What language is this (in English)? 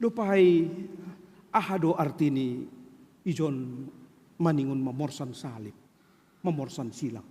Batak Simalungun